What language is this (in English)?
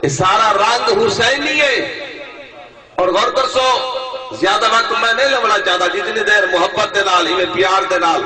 Saraiki